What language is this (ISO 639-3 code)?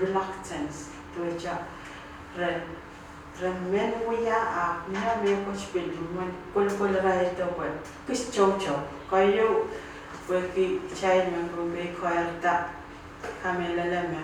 pon